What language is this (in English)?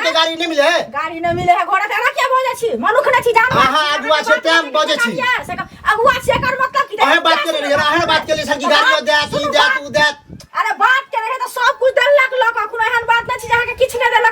Maithili